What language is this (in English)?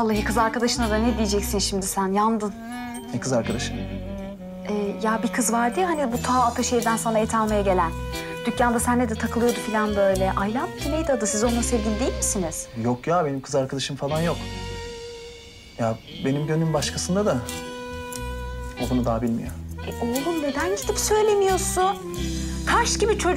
Turkish